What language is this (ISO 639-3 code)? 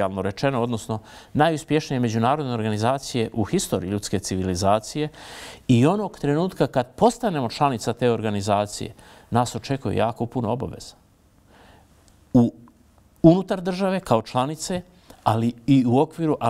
bos